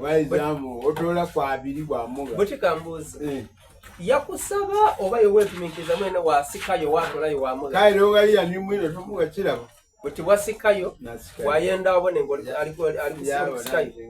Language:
Soga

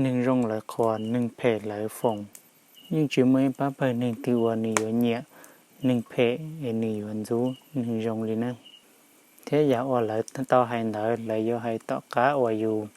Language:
Hmong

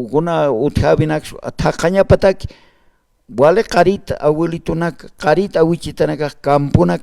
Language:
Aymara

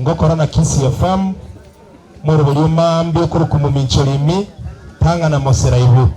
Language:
Gusii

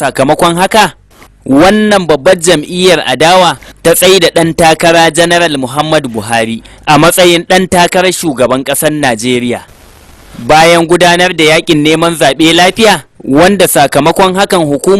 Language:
Hausa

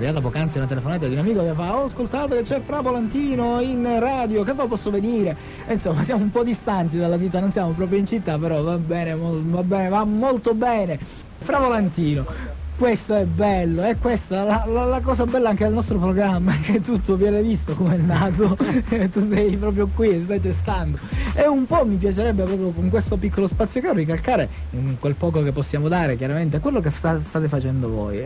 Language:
Italian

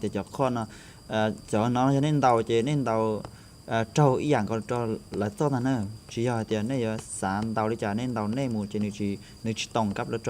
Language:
Hmong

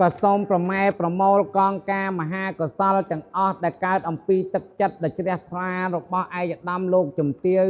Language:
Khmer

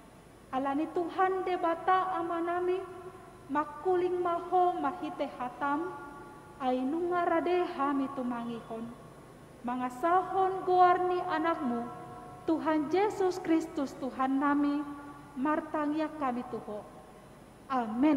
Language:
Batak Toba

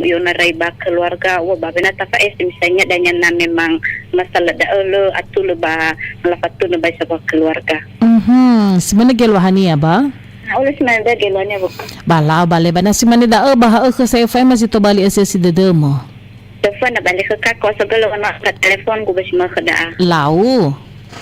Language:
Nias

